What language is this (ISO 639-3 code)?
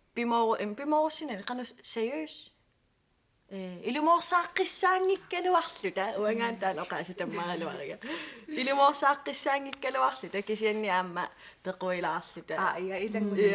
kal